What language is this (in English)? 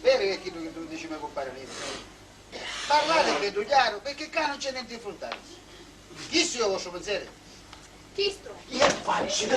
Sicilian